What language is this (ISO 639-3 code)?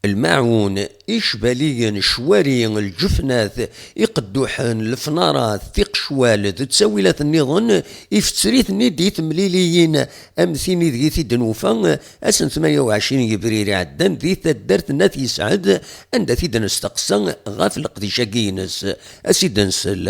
kab